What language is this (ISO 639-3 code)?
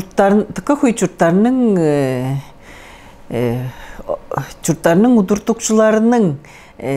tyv